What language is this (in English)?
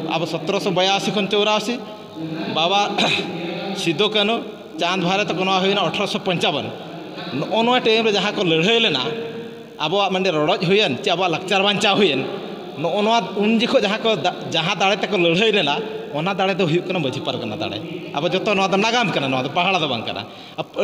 Santali